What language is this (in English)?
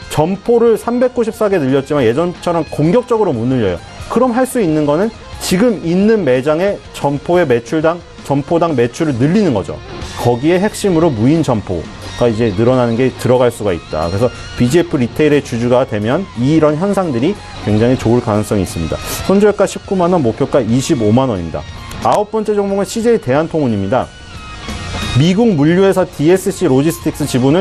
Korean